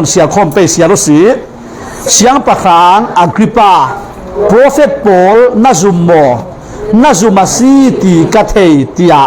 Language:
Falam Chin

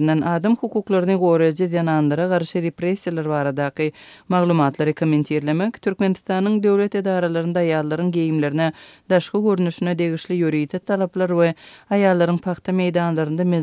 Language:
Turkmen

